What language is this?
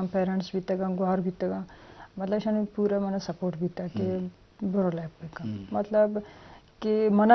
Eastern Balochi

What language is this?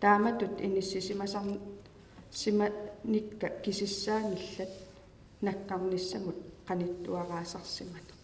Kalaallisut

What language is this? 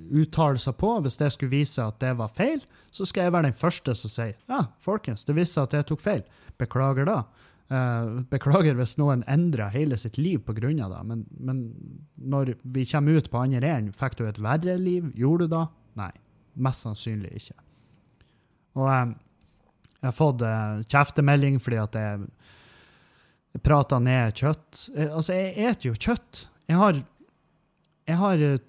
Norwegian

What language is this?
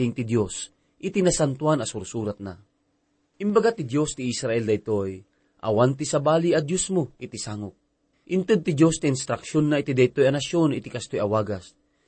Iloko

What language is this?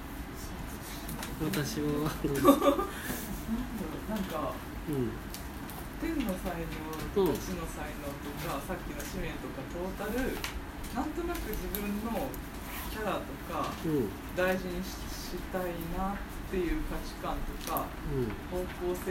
Japanese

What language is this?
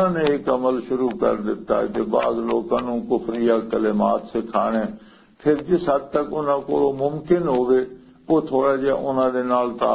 Western Panjabi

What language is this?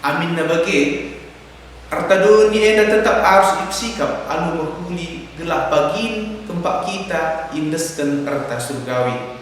Batak Karo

